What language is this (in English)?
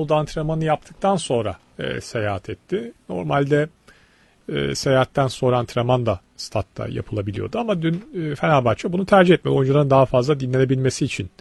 Turkish